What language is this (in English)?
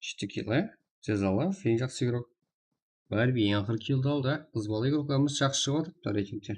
Kara-Kalpak